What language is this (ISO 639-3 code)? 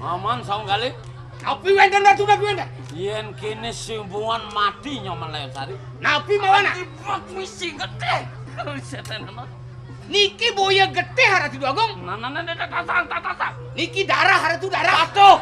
ban